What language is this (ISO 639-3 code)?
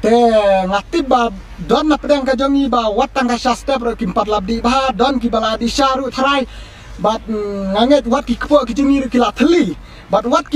kha